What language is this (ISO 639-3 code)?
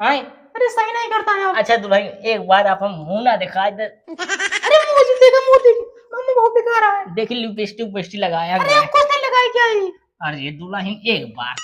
awa